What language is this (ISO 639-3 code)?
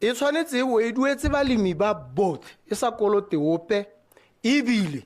tsn